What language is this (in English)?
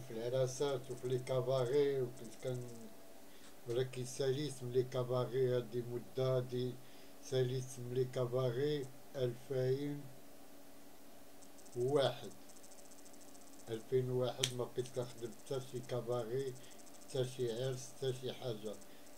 Moroccan Arabic